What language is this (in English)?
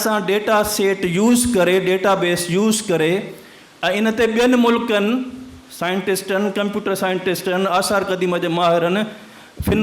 Sindhi